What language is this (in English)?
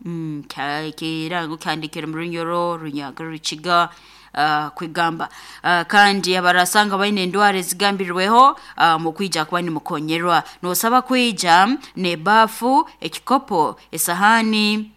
Nyoro